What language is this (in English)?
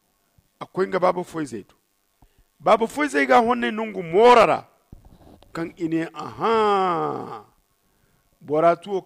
Zarma